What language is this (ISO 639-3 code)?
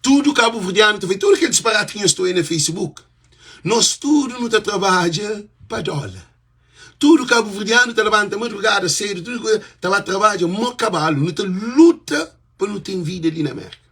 kea